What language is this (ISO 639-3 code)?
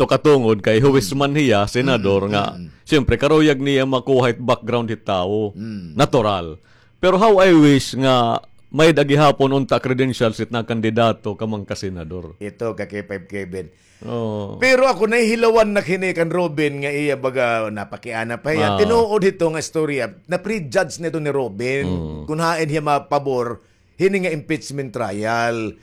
war